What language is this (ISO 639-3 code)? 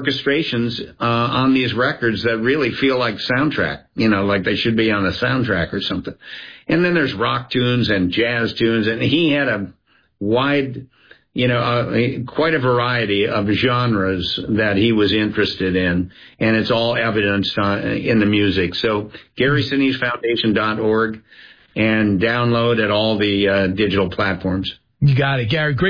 eng